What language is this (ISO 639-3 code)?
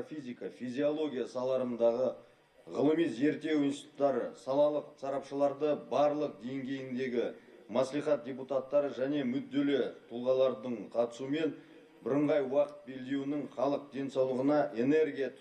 kaz